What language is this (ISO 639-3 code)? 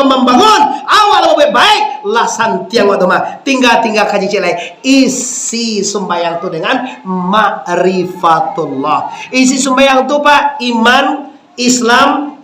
min